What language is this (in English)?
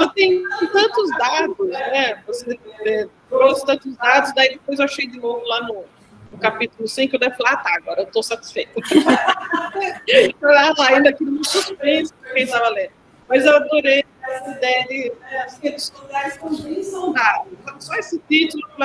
Portuguese